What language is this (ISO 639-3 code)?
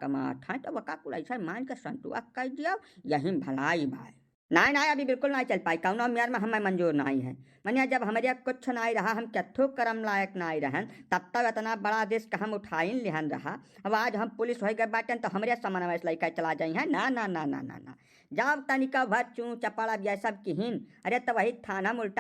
awa